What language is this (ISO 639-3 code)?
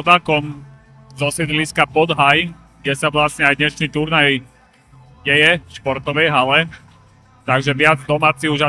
slk